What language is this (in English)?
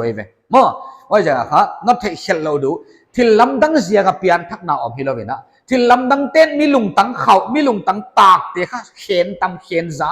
Paite Chin